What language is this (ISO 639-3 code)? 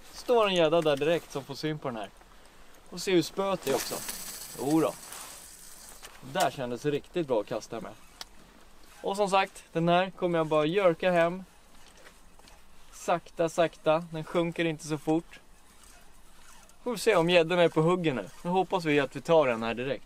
swe